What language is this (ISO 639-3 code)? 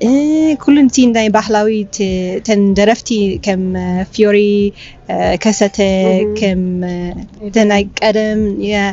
tir